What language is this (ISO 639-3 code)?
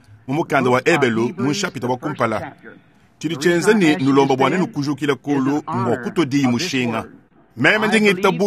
lua